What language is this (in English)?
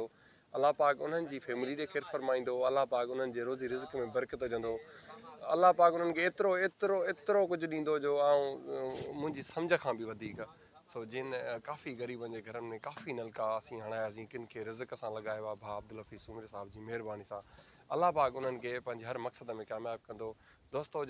Sindhi